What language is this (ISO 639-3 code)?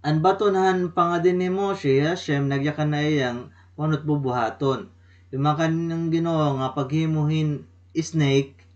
war